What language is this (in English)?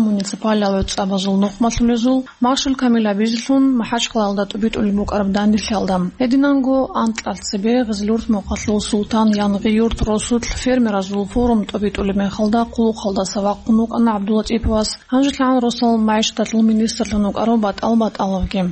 Avaric